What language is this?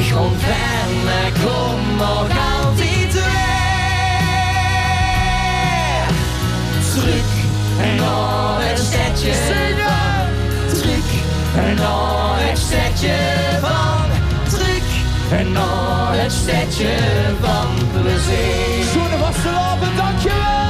Limburgish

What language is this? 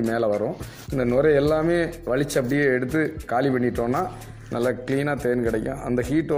Tamil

